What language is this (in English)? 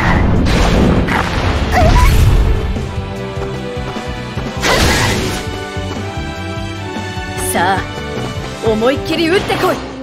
Japanese